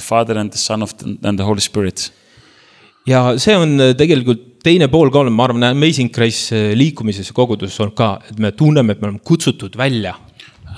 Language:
Estonian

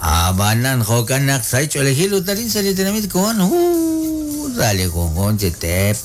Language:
Kekchí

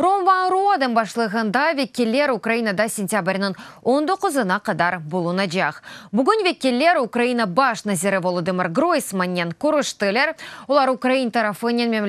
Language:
Crimean Tatar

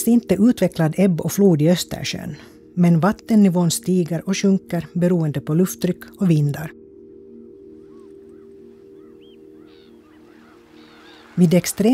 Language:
Swedish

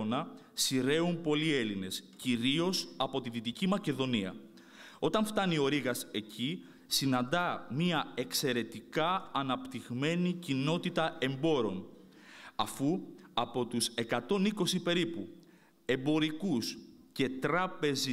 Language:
Greek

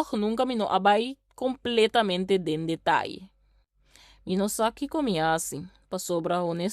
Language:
Papiamento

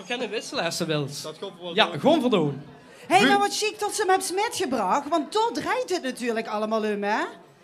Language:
Limburgish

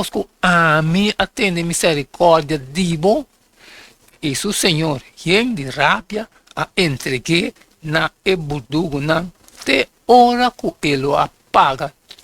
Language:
Papiamento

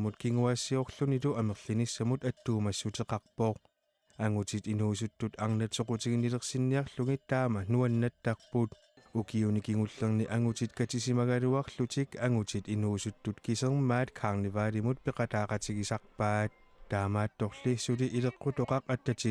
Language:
Kalaallisut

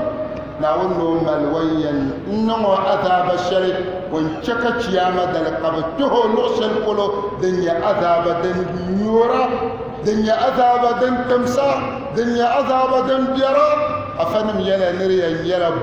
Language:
Dagbani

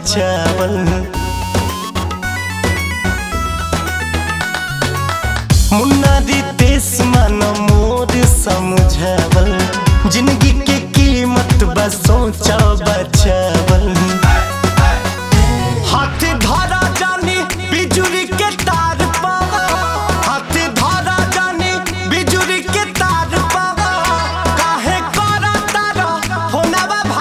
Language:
Bhojpuri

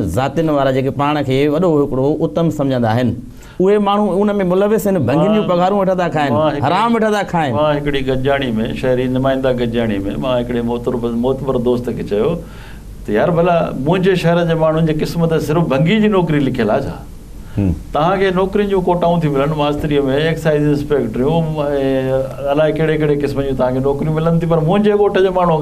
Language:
Sindhi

